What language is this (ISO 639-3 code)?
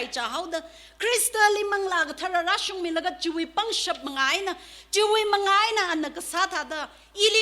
nmf